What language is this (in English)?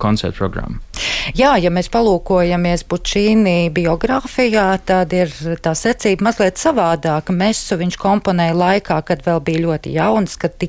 Latvian